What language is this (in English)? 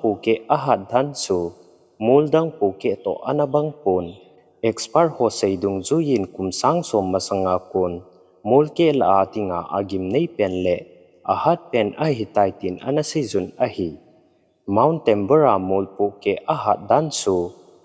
Thado Chin